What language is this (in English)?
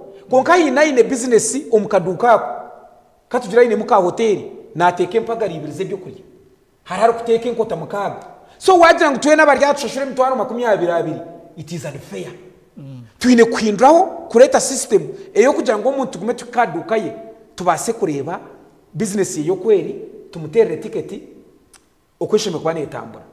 Nyankole